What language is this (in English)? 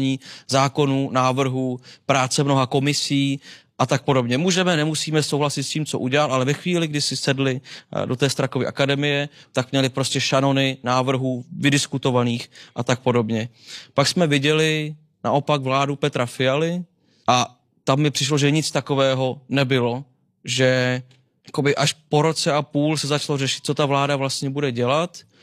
Czech